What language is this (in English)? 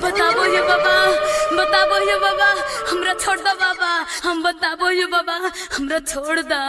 Magahi